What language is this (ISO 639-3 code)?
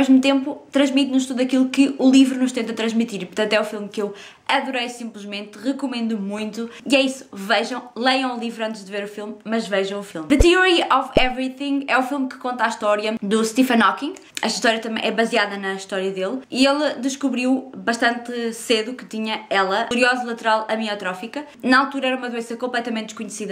por